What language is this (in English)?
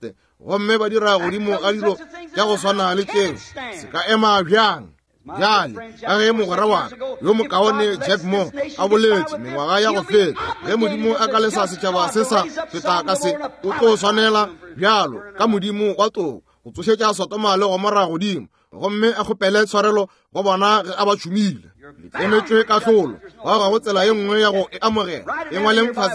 Northern Sotho